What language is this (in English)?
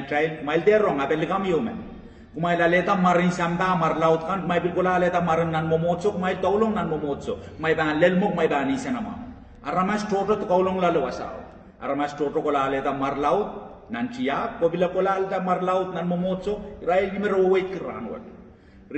Pohnpeian